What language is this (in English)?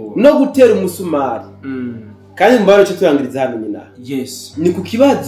Rundi